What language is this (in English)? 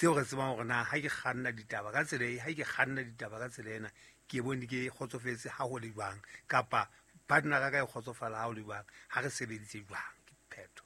Southern Sotho